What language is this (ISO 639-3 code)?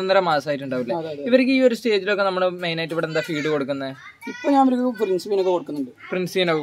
mal